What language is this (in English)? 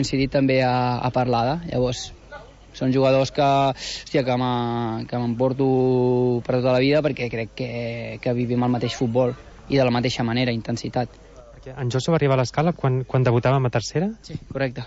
Catalan